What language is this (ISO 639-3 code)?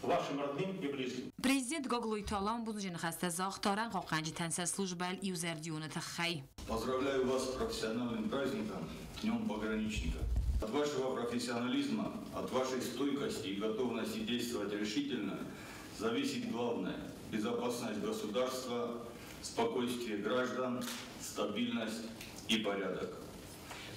oss